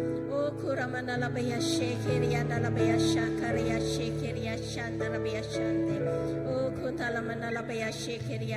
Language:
Iban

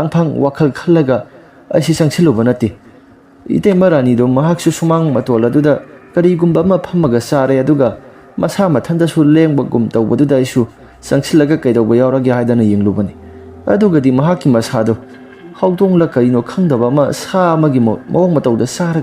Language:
Manipuri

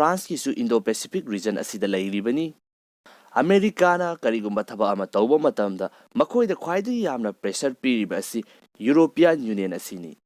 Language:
Manipuri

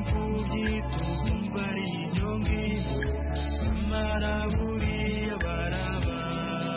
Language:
Kinyarwanda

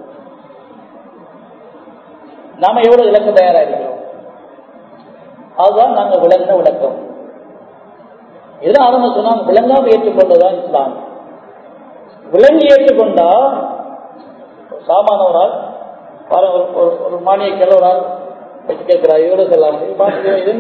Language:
Tamil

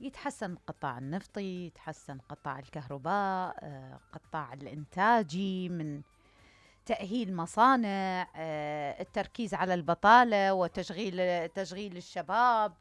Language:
Mesopotamian Arabic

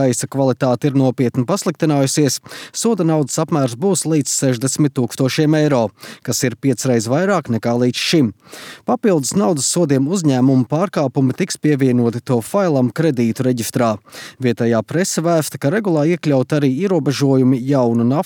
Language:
Latvian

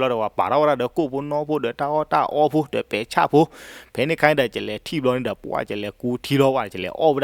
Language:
S'gaw Karen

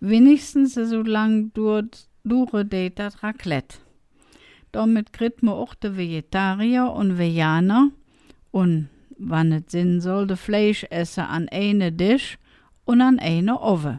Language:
Colognian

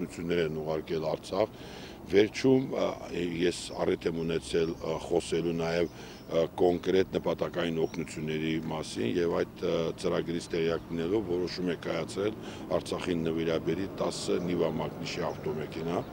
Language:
Armenian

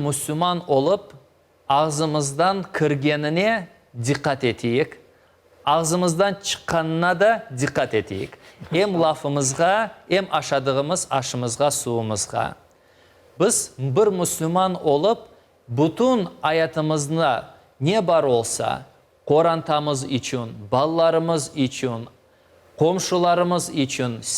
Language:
Crimean Tatar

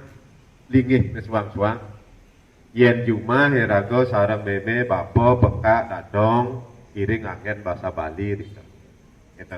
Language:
Balinese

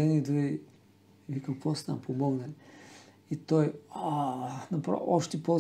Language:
Bulgarian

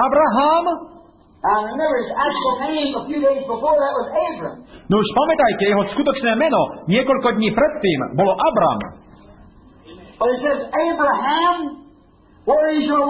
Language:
Slovak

